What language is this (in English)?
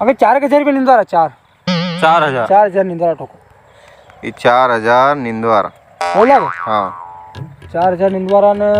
Rajasthani